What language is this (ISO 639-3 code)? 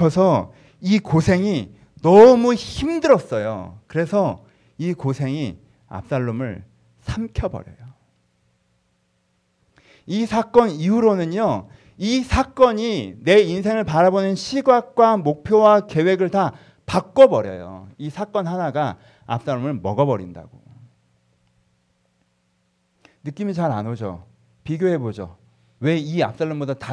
kor